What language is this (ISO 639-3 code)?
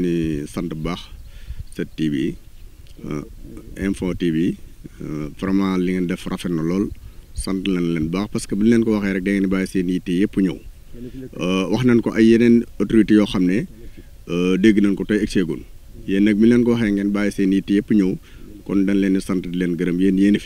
wol